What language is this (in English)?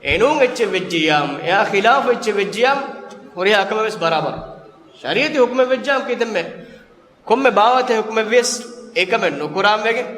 Divehi